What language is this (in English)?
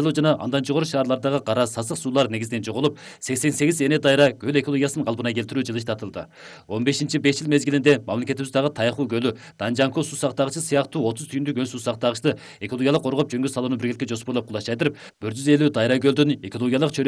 Kyrgyz